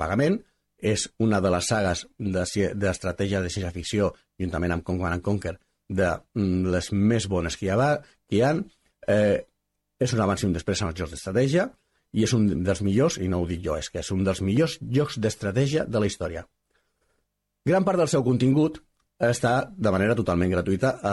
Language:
Catalan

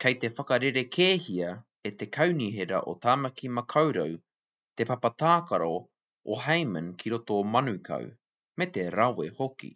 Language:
Māori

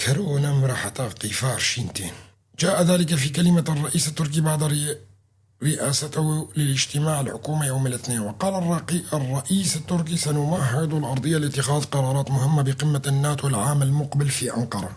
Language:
North Levantine Arabic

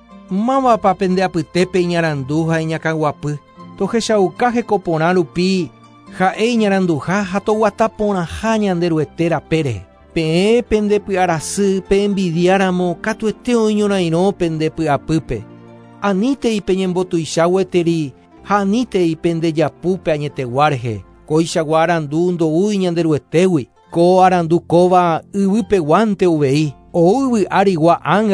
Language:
Guarani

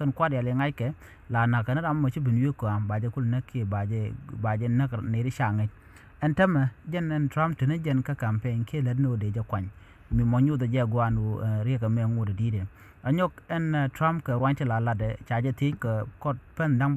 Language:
Nuer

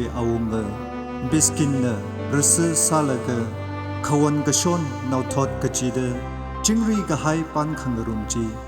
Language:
Tangkhul Naga (India)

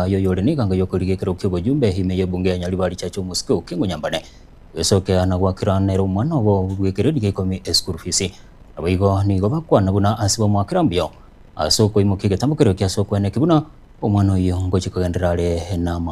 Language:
Gusii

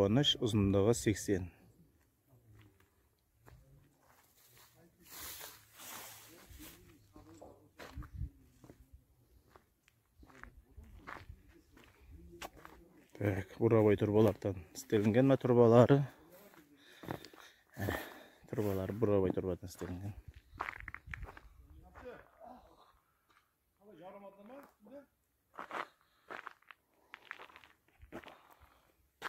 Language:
Kazakh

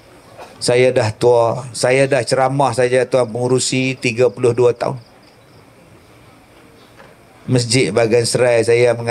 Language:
Malay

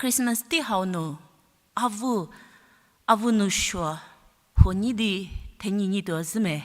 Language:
Angami Naga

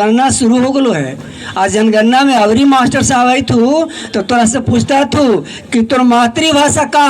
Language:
Magahi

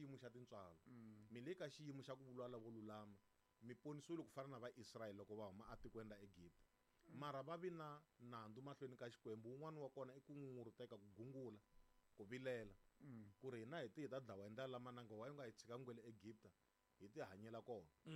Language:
Tsonga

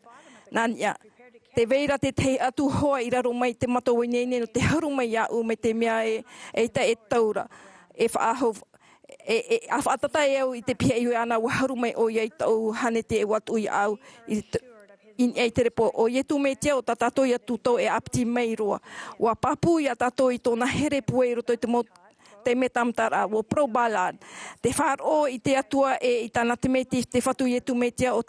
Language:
Tahitian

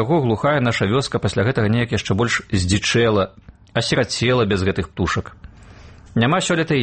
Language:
Belarusian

